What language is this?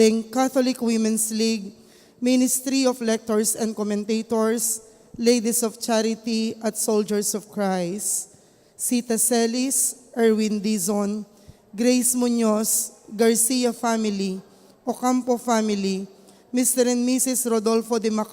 Pampanga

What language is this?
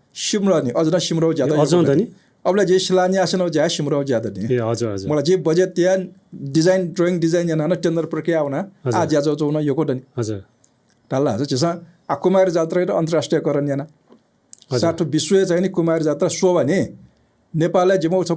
Newari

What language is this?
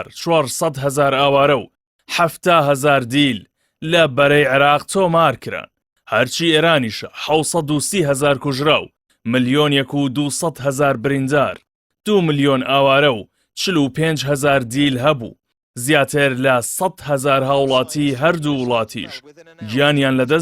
Central Kurdish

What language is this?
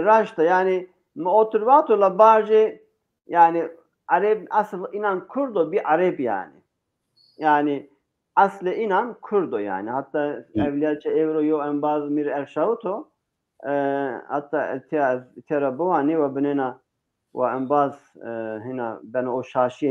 Zaza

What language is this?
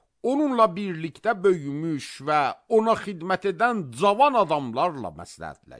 Azerbaijani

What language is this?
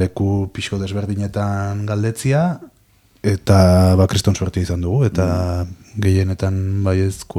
Basque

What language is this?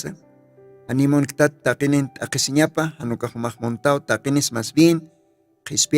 Aymara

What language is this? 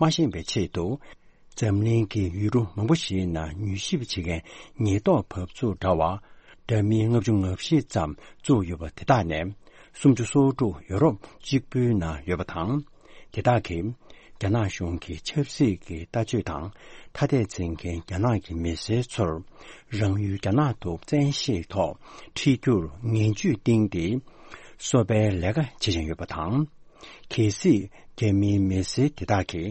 Tibetan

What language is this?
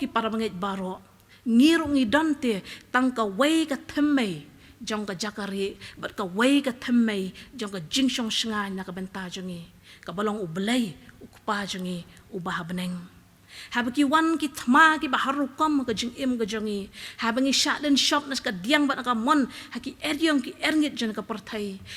Khasi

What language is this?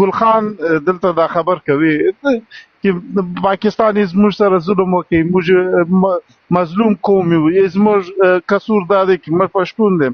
Pashto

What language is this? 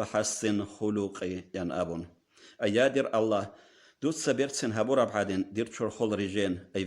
Avaric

